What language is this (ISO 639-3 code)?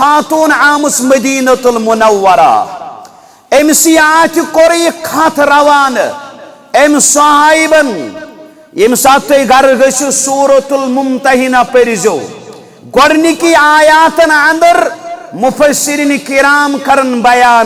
kas